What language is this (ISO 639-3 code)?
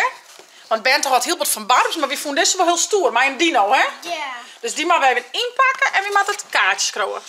fry